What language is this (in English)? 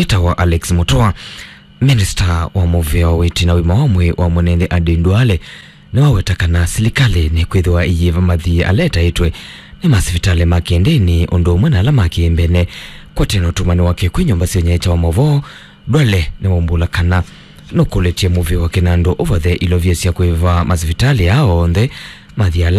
Kamba